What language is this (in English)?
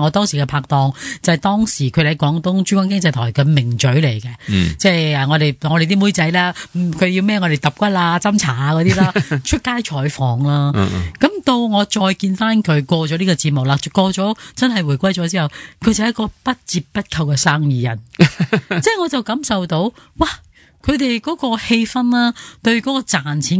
Cantonese